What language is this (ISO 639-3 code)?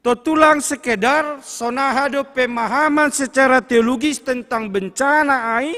bts